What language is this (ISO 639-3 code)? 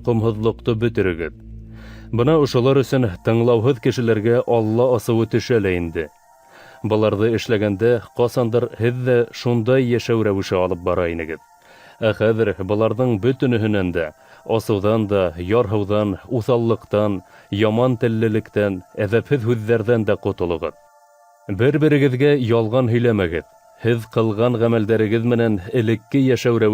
bak